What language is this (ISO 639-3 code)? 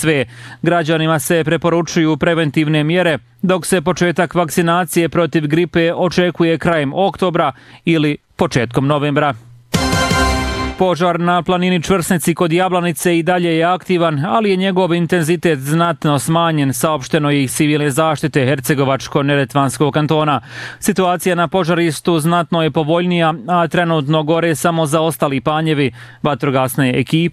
bos